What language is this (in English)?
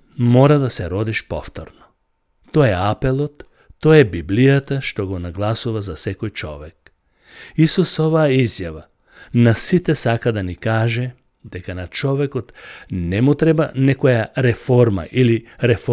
Macedonian